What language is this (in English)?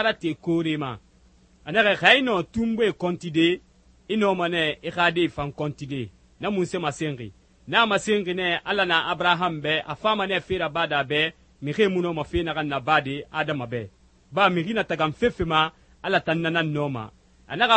Susu